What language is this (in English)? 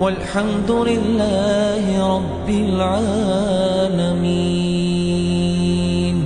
Ingush